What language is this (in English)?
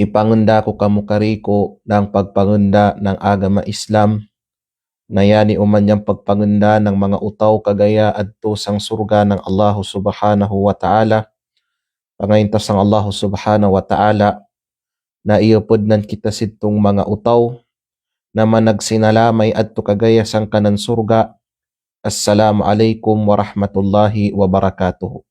Kalagan